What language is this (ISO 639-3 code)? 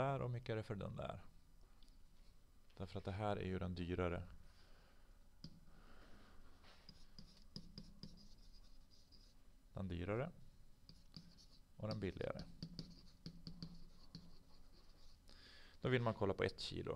swe